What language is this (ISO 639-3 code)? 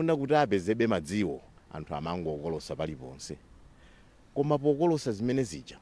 nya